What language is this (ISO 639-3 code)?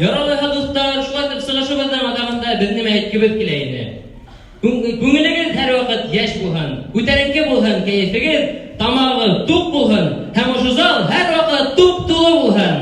bak